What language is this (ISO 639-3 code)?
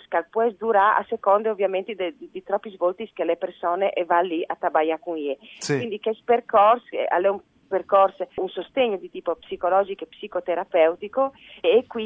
fur